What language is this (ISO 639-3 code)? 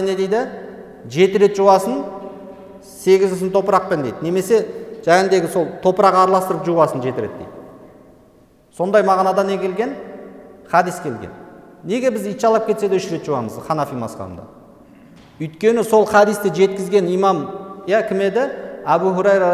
kaz